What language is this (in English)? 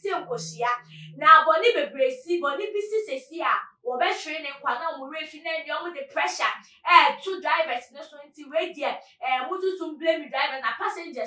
Akan